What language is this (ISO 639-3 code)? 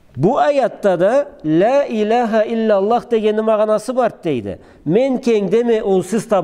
krc